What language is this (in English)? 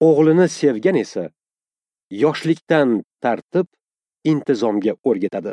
Uzbek